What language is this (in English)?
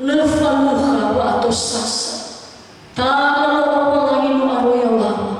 Nias